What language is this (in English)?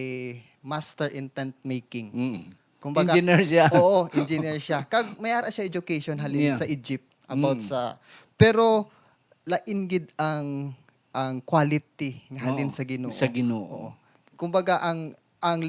Hiligaynon